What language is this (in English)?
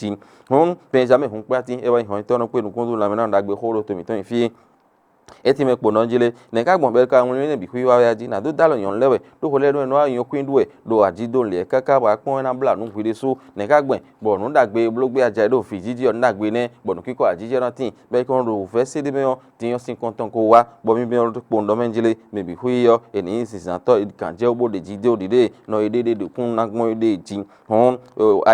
Fon